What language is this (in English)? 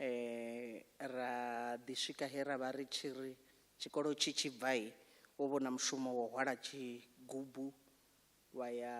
Venda